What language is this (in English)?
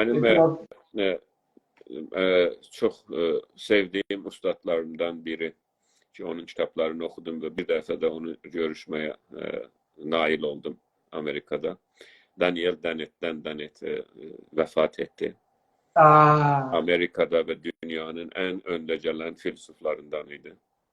South Azerbaijani